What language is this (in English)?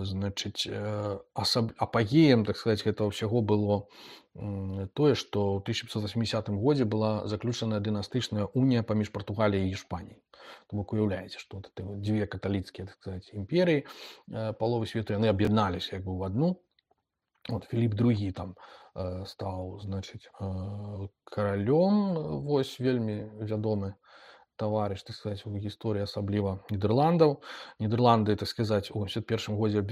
Belarusian